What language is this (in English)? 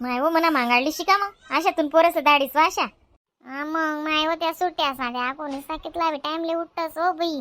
Khandesi